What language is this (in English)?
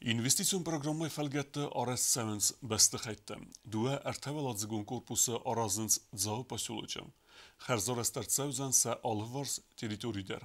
Ossetic